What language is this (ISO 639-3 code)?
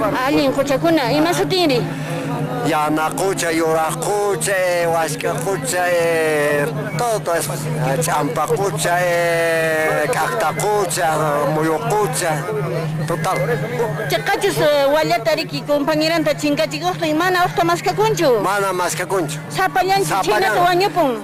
que